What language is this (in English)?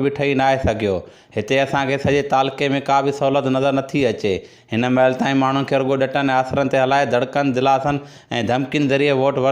Sindhi